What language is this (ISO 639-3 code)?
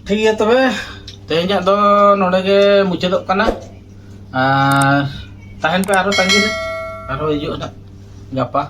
sat